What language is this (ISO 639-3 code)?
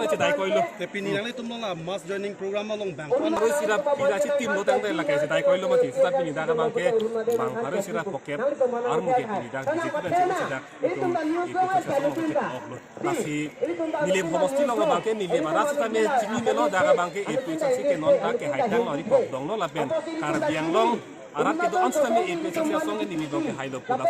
mjw